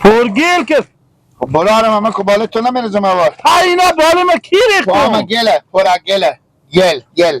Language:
Persian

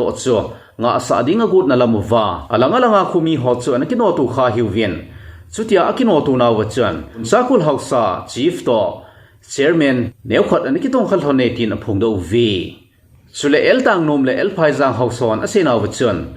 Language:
Thado Chin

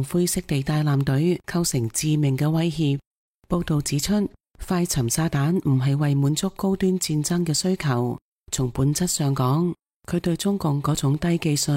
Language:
Cantonese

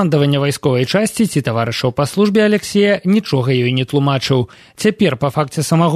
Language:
Belarusian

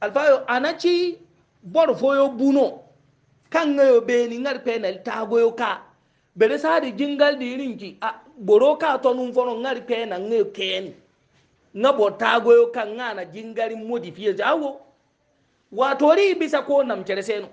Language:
Hausa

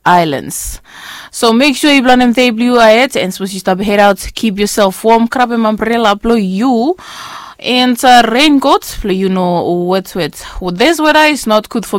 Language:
Bislama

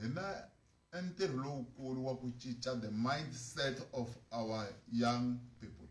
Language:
Tsonga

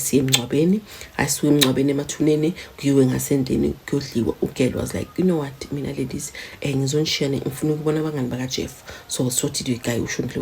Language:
Zulu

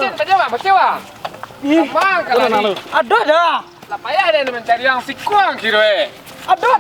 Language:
Minangkabau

